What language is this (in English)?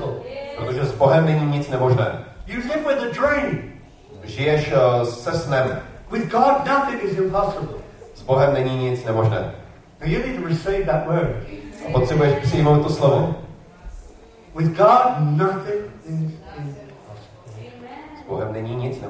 Czech